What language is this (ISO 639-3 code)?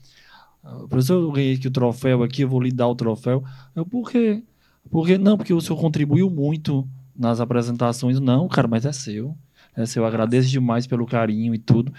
por